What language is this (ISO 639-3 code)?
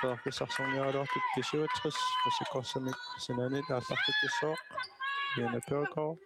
kal